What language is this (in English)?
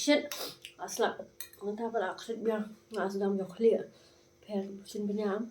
Khasi